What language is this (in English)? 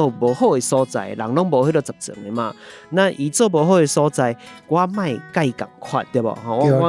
Min Nan Chinese